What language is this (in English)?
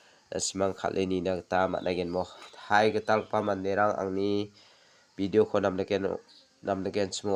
Garo